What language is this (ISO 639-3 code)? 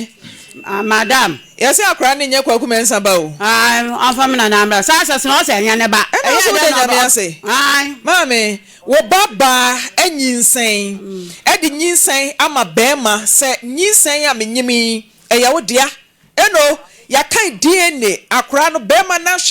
aka